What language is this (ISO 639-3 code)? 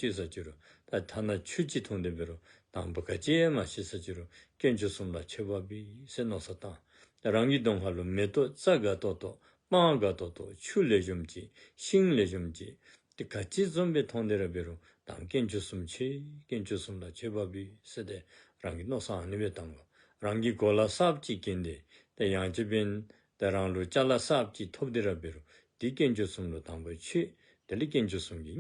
dzo